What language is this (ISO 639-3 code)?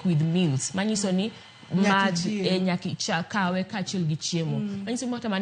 luo